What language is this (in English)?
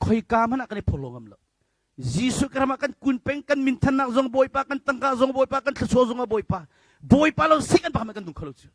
Hakha Chin